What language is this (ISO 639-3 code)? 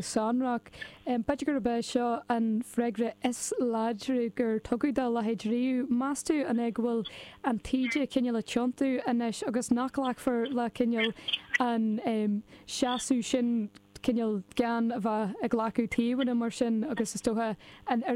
gle